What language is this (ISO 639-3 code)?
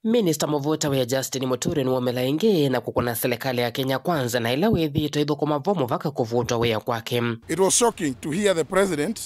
kam